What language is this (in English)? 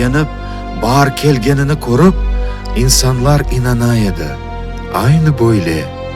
Crimean Tatar